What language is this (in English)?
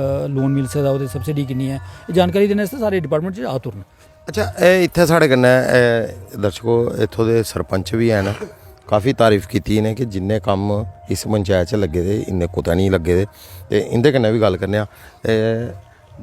Dogri